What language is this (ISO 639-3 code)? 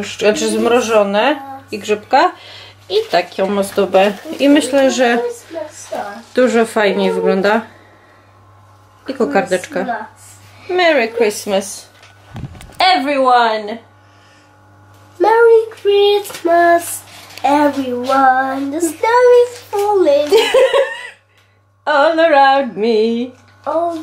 pol